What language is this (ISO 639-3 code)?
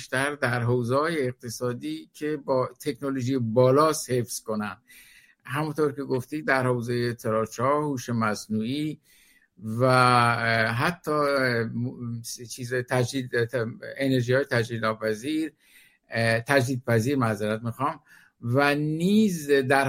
fas